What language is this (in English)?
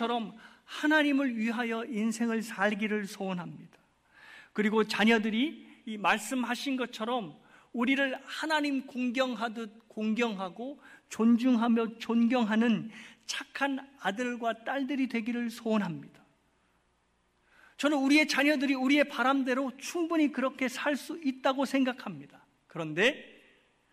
Korean